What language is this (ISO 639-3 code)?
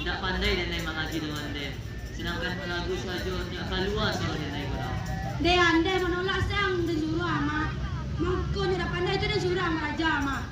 min